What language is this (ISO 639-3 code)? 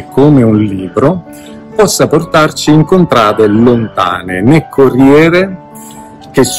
ita